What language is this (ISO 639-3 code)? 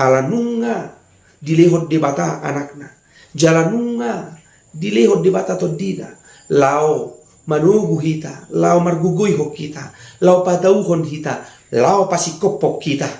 bbc